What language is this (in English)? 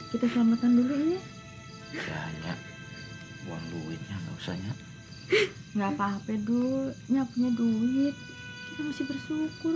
Betawi